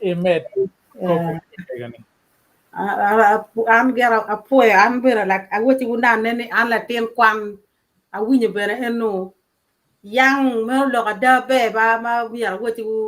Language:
Acoli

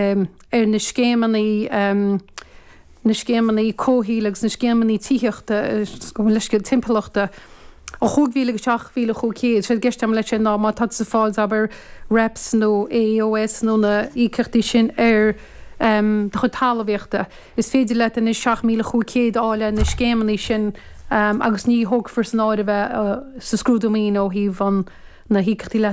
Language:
Irish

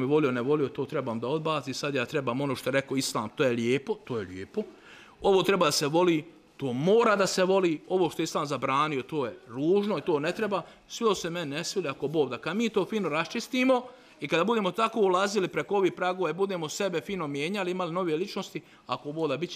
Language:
Bosnian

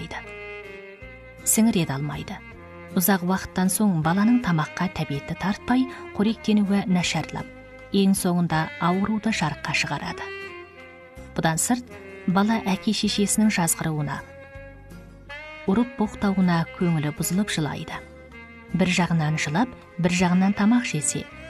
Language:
Kazakh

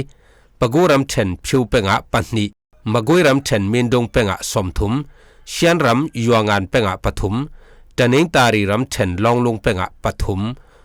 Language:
Falam Chin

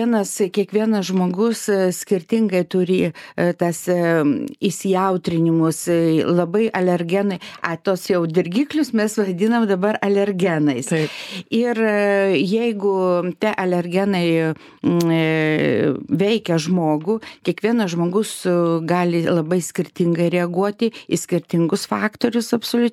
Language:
Lithuanian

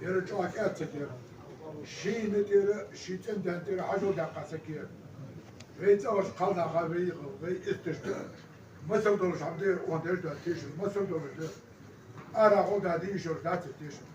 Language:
Ingush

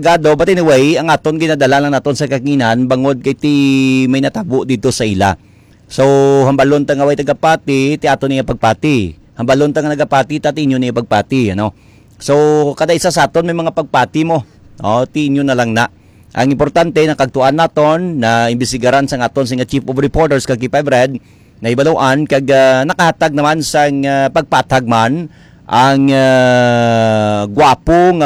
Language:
Hiligaynon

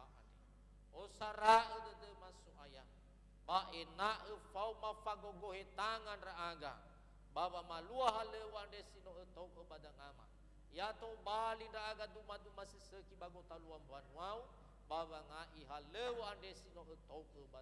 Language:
Nias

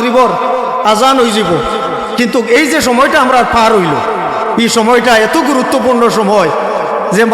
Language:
Sylheti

